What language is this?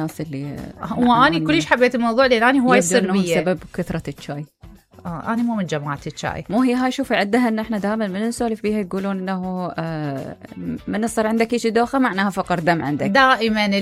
Mesopotamian Arabic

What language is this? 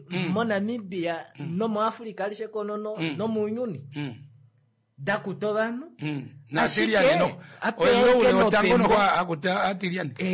Kuanyama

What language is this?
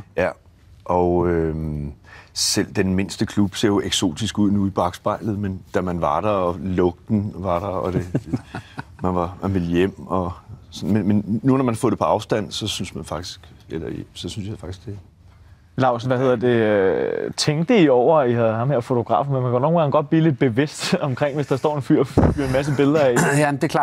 Danish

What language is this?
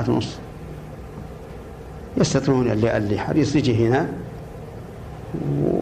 Arabic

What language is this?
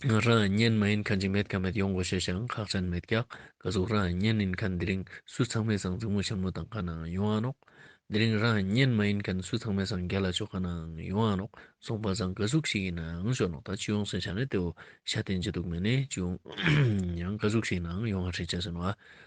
Ladakhi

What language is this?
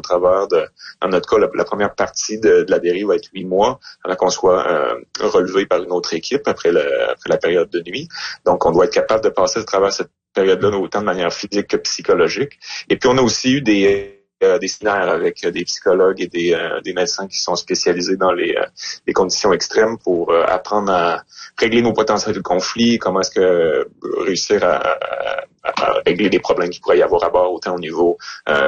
French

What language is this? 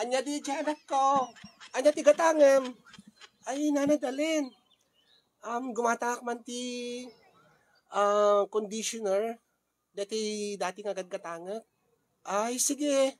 Iloko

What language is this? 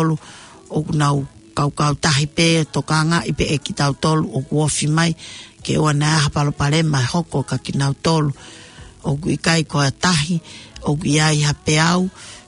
Tongan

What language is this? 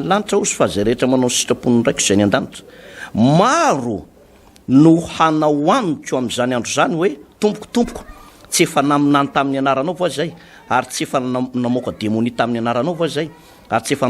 Malagasy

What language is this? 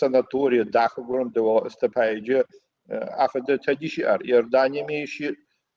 Adyghe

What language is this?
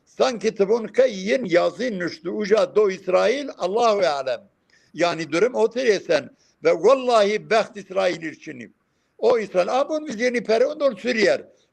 Zaza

